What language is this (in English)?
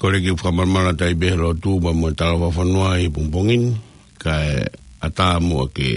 Tongan